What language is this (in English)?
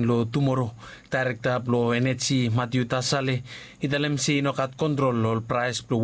Bislama